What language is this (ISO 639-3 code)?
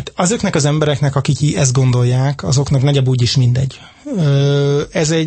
hun